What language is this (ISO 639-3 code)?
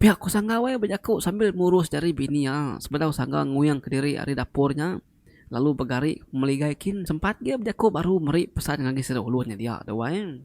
iba